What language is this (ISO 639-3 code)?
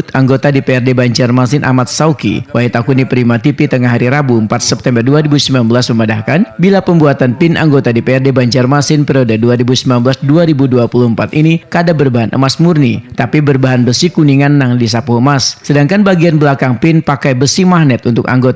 bjn